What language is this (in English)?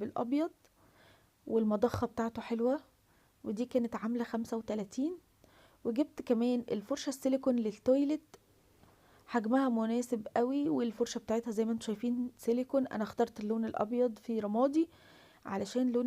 Egyptian Arabic